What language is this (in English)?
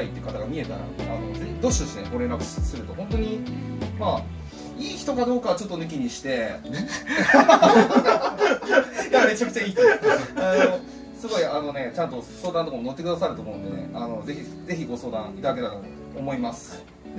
Japanese